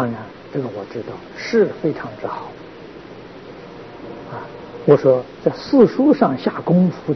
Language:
Chinese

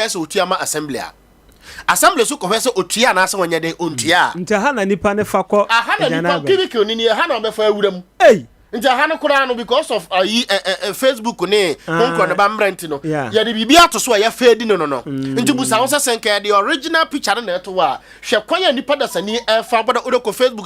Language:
Akan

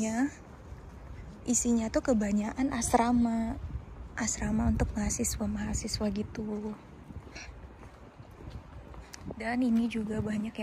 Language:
Indonesian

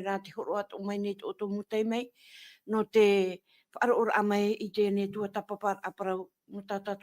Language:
Tahitian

